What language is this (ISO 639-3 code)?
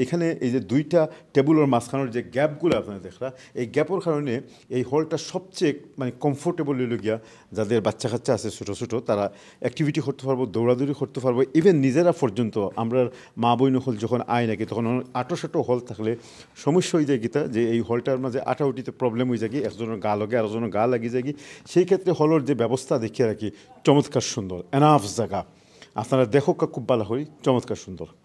syl